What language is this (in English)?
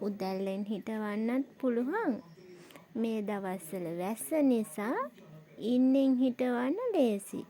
Sinhala